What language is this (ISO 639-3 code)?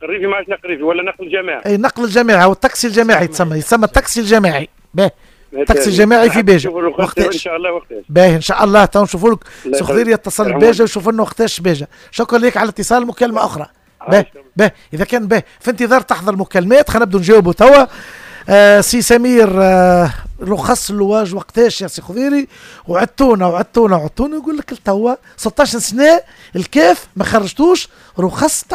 aeb